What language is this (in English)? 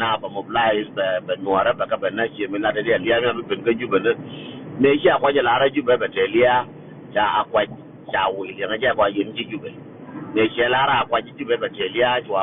Nuer